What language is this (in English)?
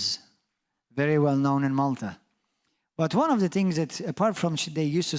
English